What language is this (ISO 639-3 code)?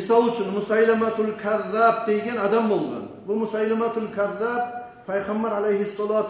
kum